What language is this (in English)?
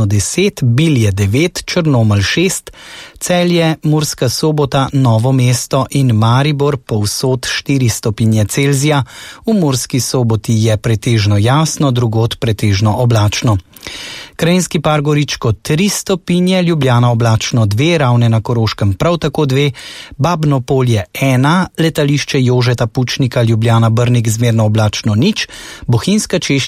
Slovenian